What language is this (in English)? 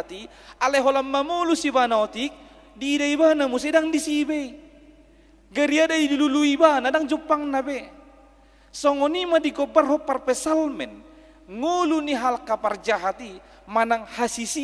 Batak Toba